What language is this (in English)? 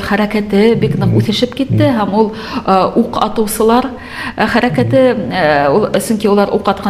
Bashkir